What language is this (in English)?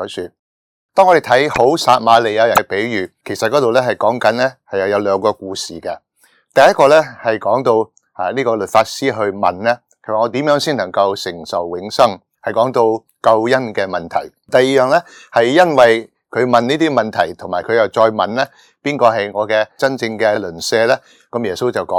Cantonese